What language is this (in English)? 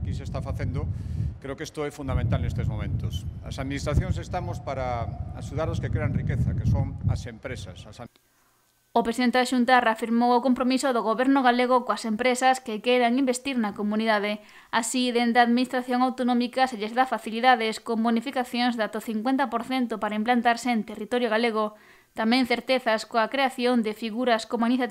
Galician